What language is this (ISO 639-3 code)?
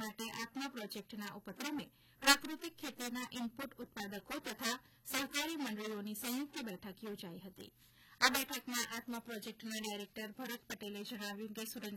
guj